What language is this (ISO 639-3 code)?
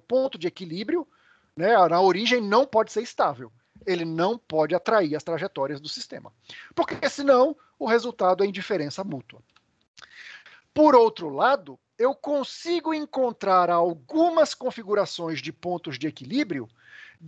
por